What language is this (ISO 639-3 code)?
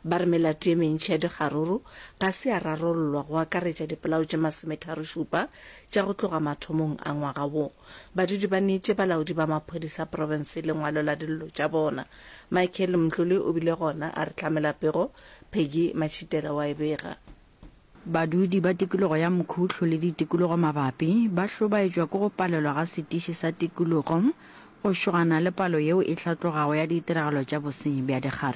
nso